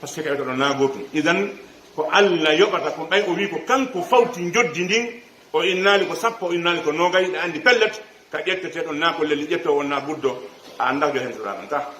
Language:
Pular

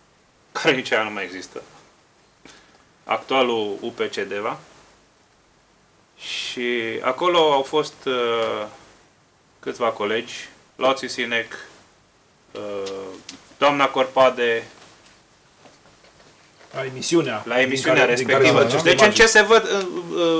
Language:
Romanian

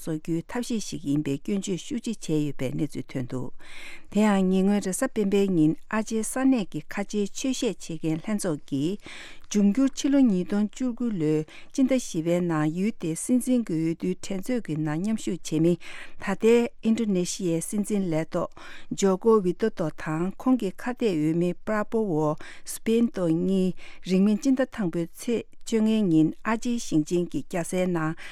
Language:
Tibetan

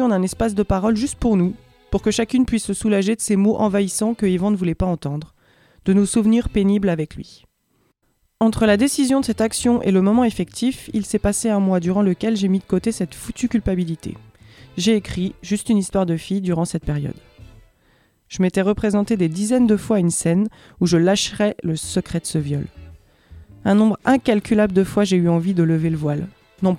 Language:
French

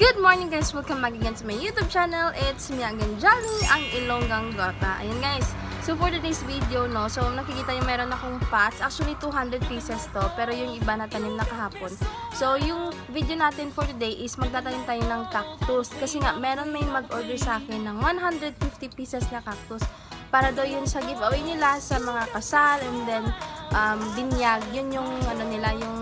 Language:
Hiligaynon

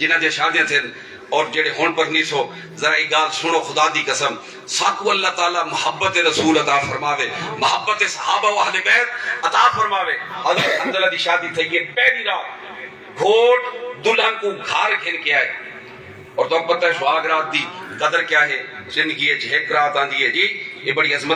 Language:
Saraiki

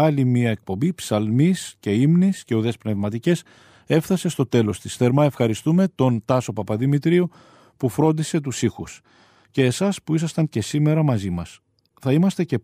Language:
Greek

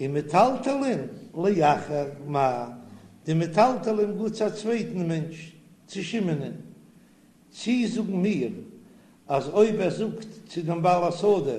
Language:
Yiddish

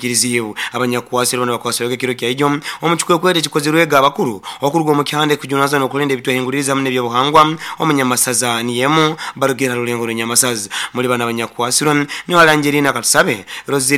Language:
Nyoro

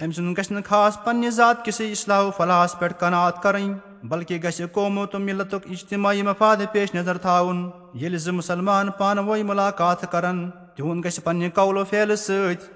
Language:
Kashmiri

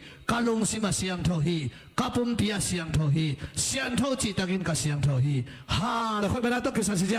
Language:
Tedim Chin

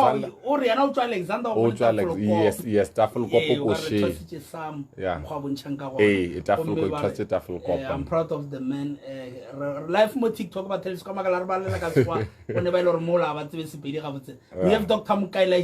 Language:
Northern Sotho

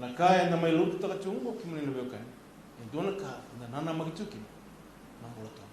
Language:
Fijian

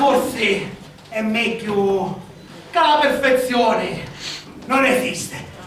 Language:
Sicilian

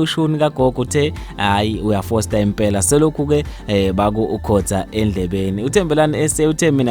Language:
Zulu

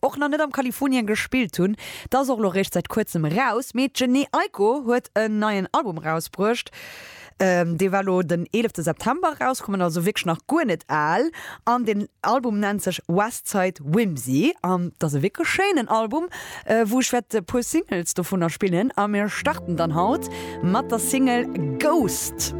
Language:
Luxembourgish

